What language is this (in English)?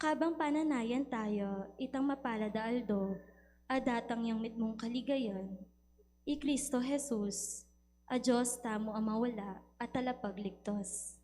Pampanga